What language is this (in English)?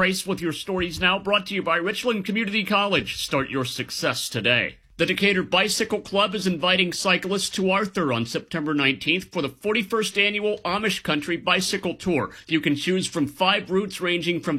English